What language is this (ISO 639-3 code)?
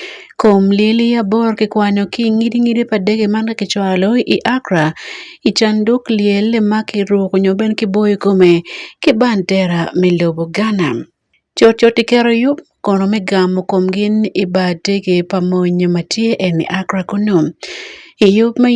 ach